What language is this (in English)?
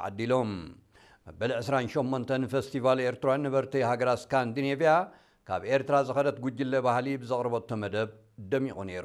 Tigrinya